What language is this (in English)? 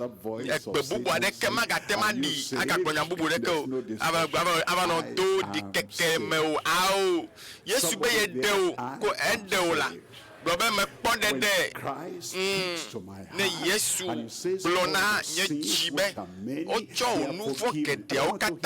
Ewe